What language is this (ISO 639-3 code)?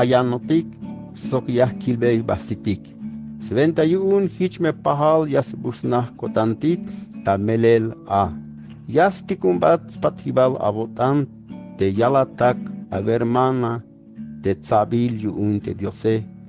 tzh